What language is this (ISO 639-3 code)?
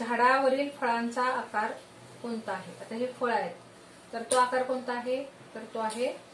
mar